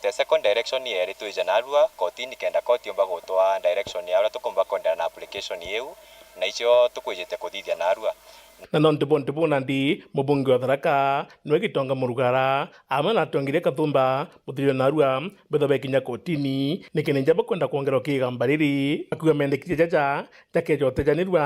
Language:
Meru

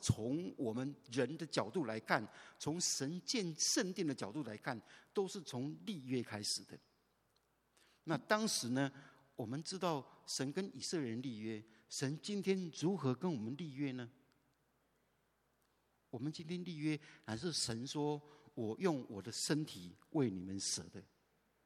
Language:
Chinese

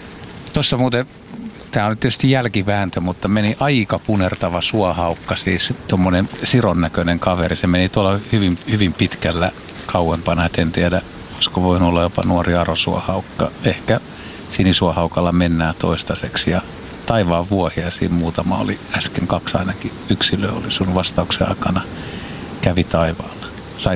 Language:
Finnish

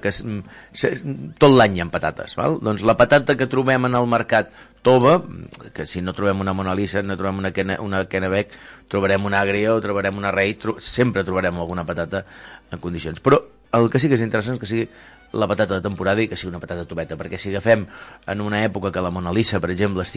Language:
Catalan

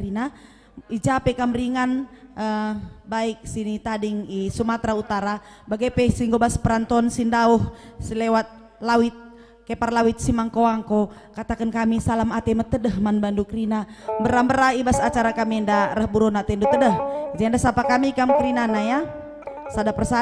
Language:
Batak Karo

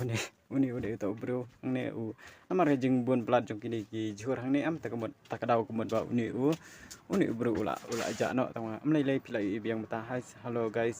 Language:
Khasi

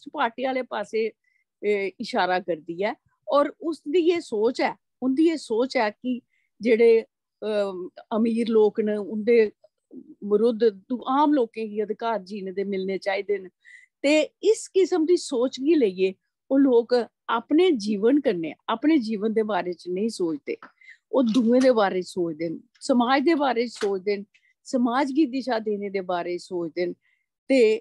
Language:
Dogri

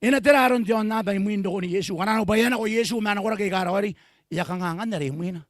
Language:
Gilbertese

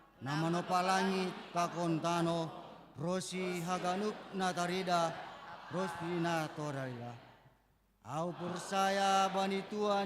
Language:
Batak Simalungun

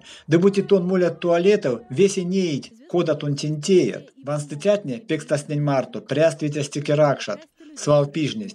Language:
Erzya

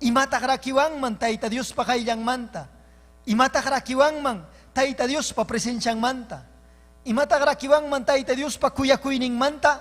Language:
Ayacucho Quechua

